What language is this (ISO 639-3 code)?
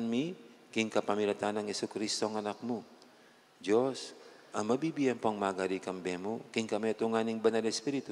pam